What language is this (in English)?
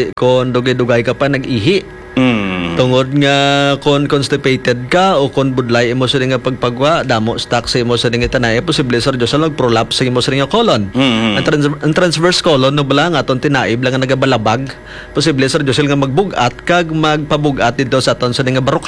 Hiligaynon